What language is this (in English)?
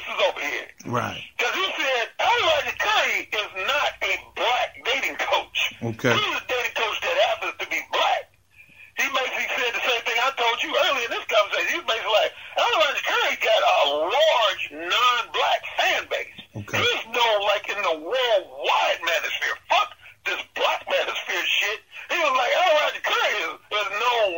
English